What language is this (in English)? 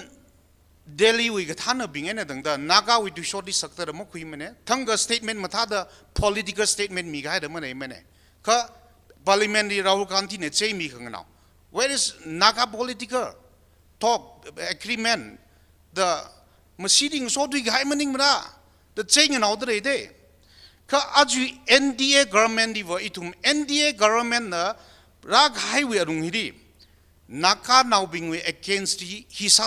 Tangkhul Naga (India)